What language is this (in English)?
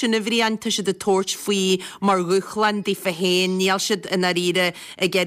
Irish